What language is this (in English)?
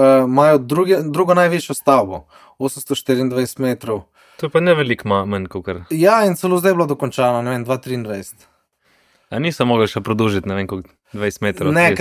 Slovenian